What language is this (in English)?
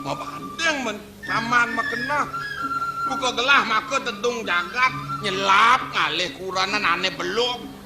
Balinese